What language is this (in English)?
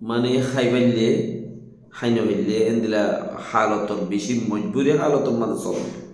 Rohingya